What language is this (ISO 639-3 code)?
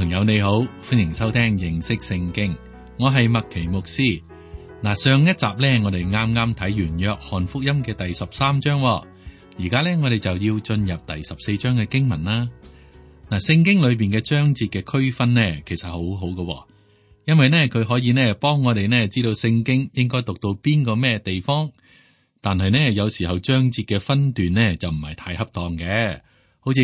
yue